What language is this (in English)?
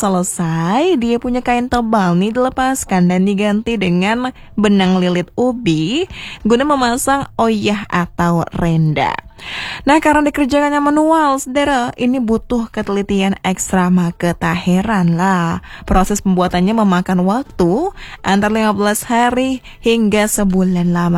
Indonesian